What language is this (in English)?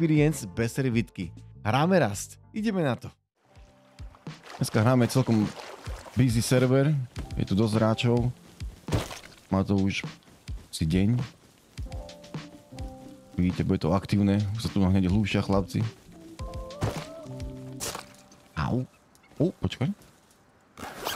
Slovak